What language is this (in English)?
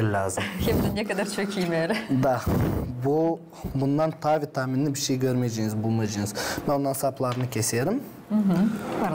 Gagauz